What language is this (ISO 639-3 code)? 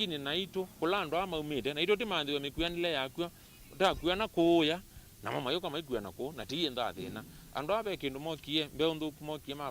kam